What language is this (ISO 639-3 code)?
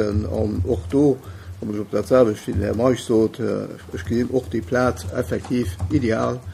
ltz